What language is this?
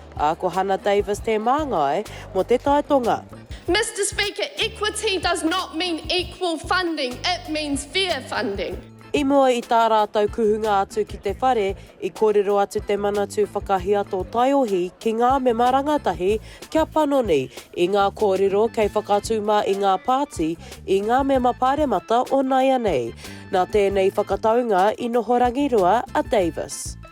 Māori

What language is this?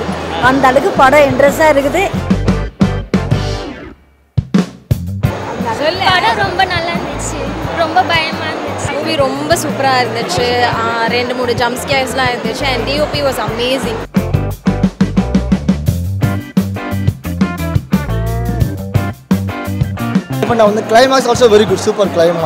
Tamil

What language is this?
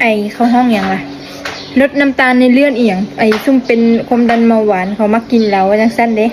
Lao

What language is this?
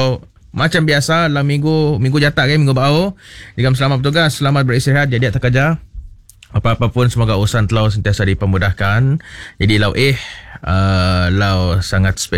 Malay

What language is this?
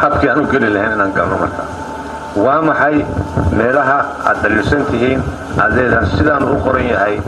Somali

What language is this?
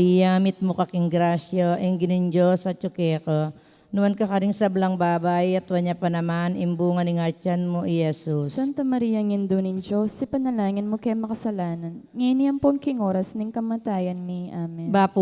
Pampanga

